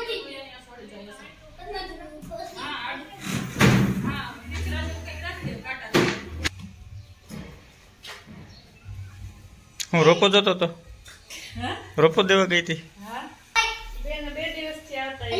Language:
Gujarati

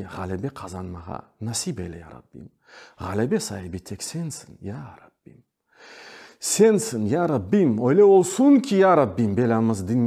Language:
Crimean Tatar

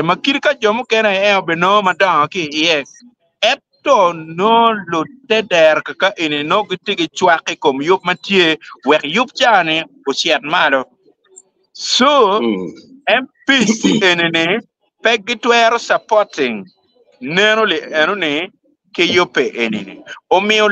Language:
Acoli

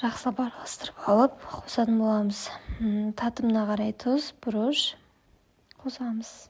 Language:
Kazakh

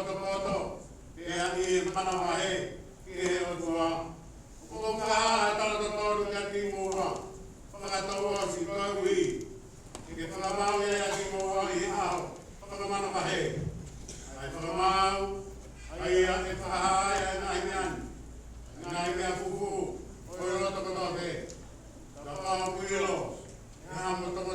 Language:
Tongan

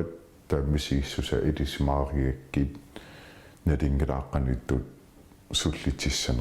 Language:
Kalaallisut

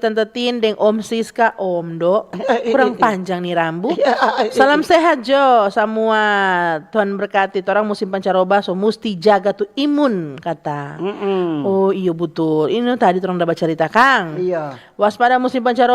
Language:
Manado Malay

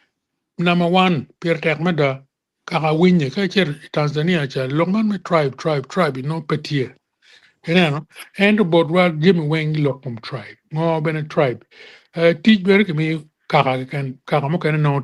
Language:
Acoli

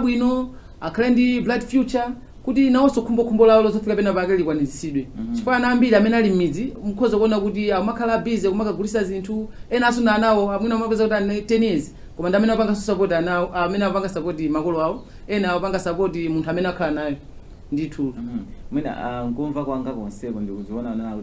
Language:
Nyanja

